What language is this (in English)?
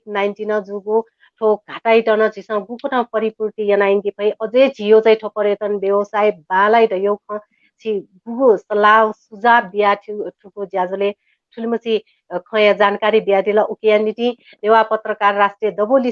Newari